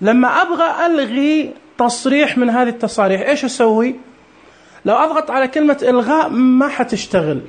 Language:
Najdi Arabic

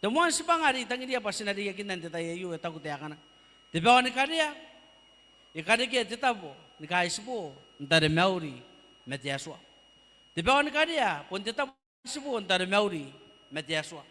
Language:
Gilbertese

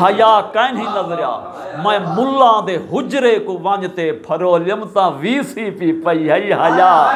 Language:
Saraiki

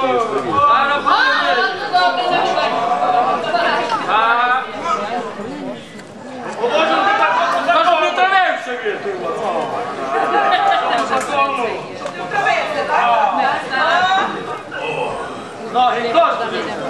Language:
Ukrainian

